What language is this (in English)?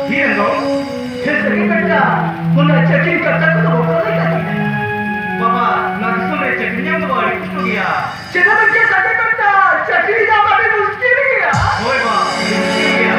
Santali